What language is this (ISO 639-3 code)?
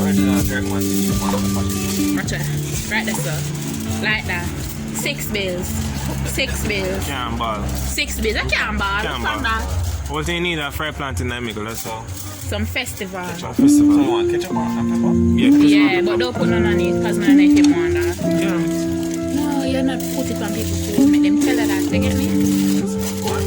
jam